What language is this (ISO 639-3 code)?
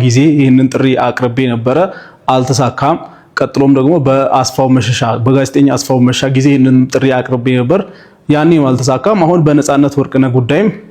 amh